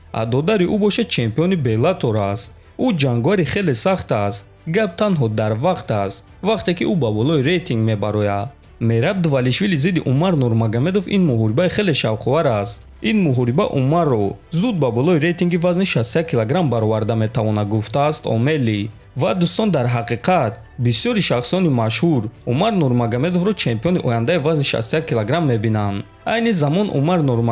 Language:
Tajik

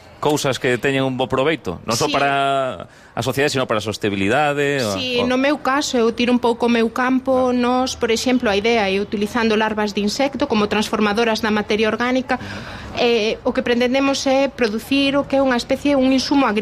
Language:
Galician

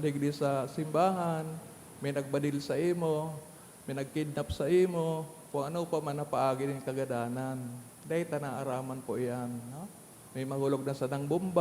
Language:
Bikol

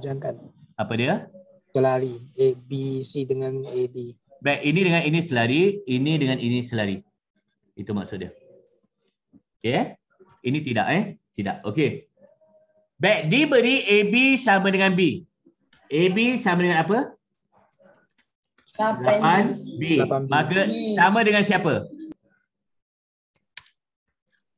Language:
Malay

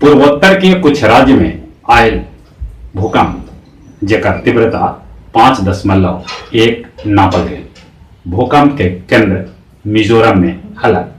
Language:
Magahi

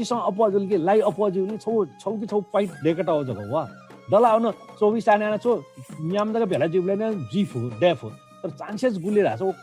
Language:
Newari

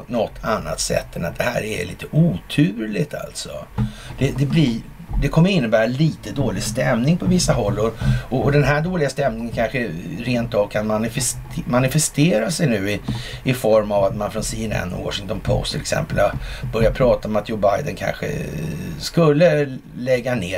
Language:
Swedish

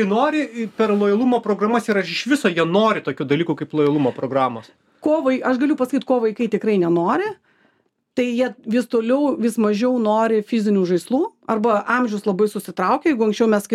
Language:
Lithuanian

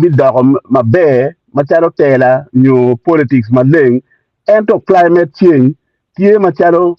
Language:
Acoli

